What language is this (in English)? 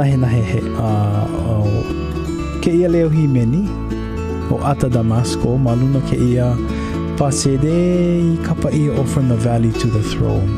Hawaiian